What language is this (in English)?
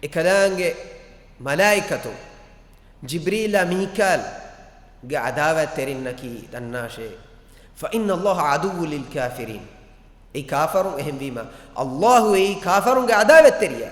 Divehi